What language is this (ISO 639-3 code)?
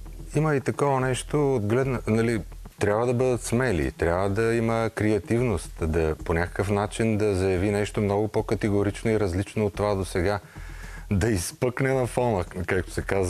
bul